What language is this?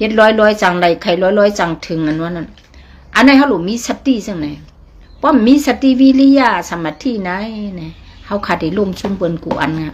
Shan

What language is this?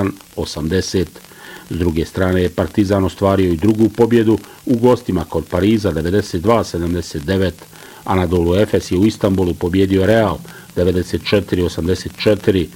Bosnian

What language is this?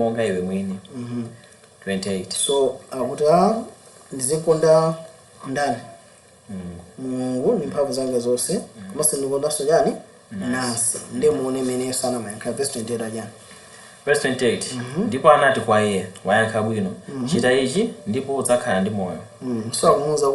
Nyanja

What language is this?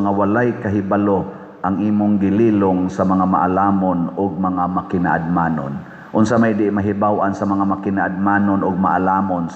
Cebuano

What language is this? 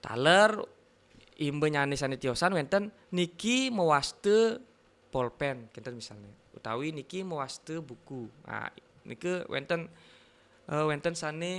Balinese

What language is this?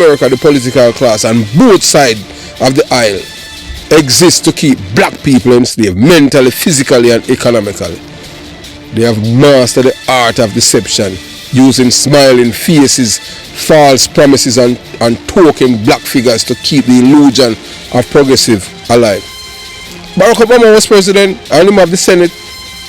Jamaican Creole English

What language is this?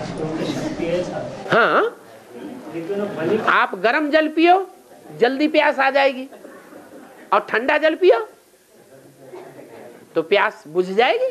Hindi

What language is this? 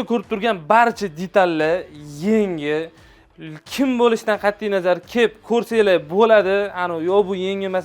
Uzbek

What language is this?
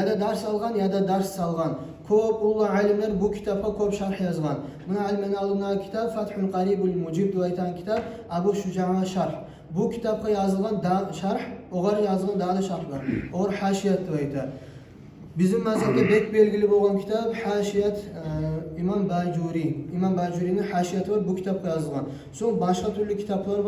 Kumyk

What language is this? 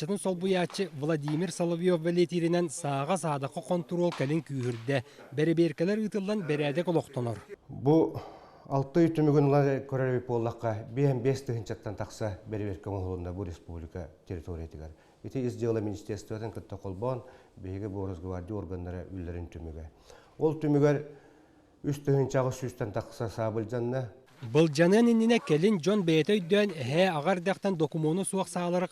Yakut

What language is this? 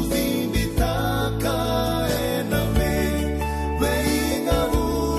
Fijian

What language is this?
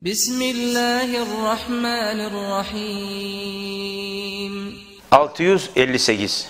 Kumyk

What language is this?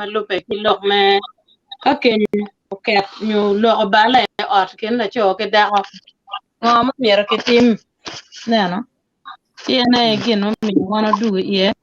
Acoli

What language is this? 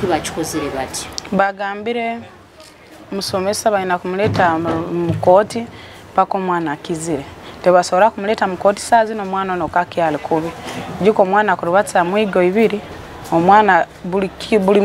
Nyoro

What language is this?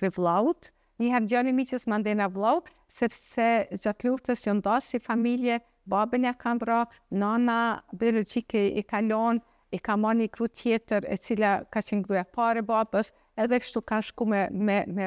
Albanian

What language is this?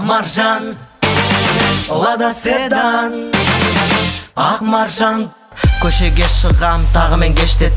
Kazakh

